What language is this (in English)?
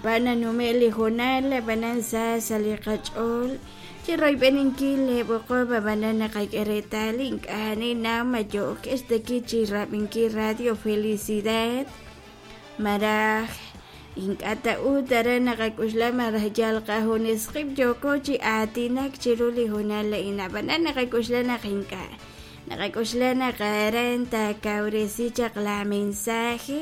Kekchí